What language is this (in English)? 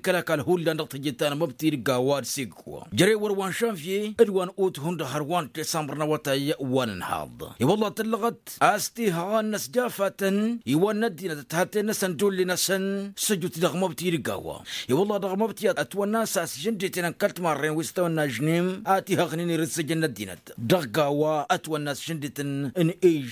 Tamasheq